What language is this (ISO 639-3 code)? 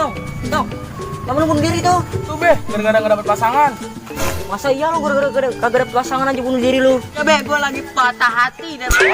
bew